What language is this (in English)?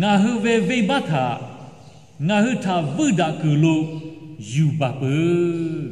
Lahu